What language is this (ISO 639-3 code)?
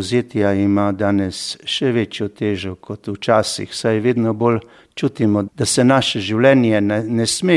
slv